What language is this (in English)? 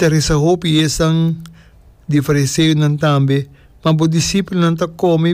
Papiamento